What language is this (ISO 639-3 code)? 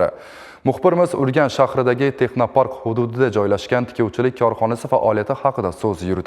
uzb